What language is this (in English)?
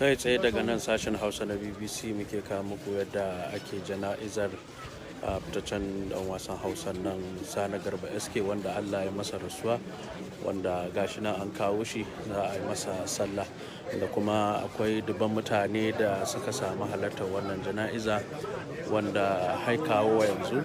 Hausa